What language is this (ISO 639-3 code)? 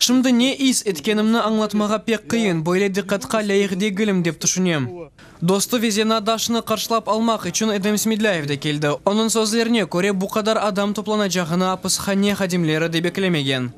crh